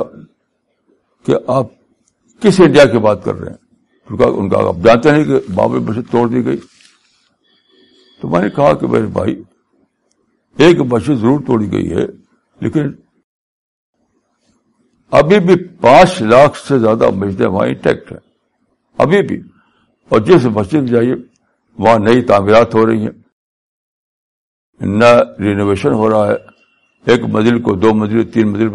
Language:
Urdu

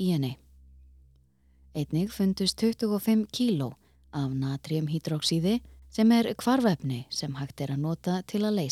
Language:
Icelandic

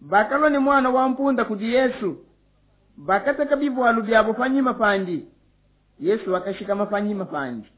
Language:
Luba-Lulua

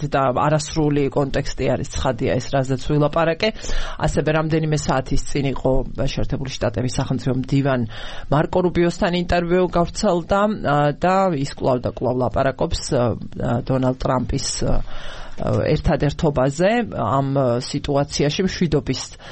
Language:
Georgian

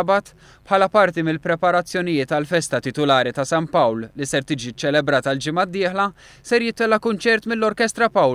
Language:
Maltese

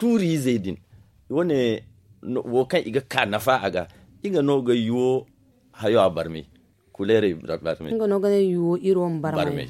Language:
Zarma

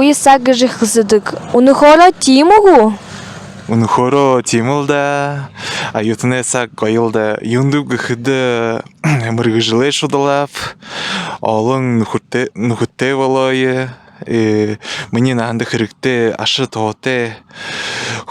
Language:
Buriat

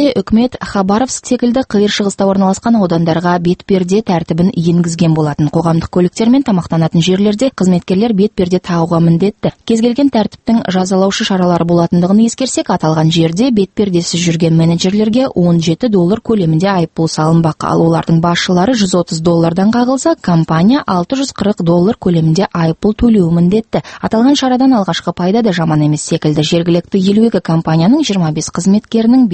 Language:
Kazakh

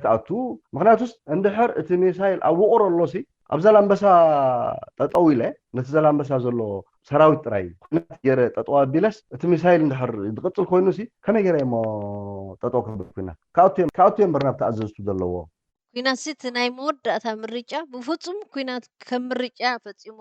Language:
Tigrinya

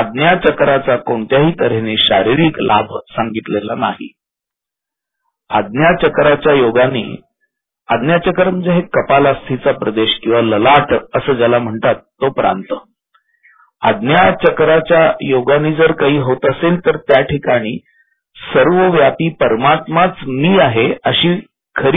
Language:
Marathi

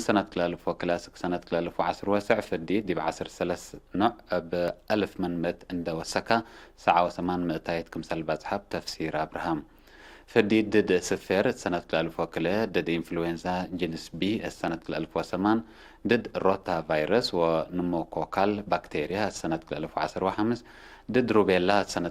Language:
Tigre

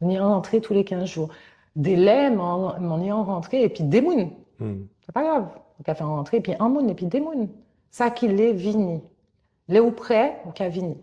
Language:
Guadeloupean Creole French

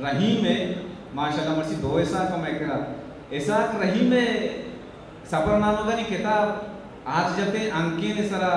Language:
Eastern Balochi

